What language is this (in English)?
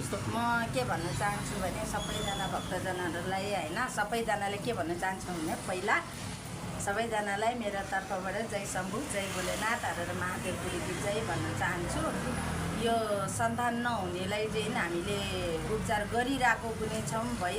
Nepali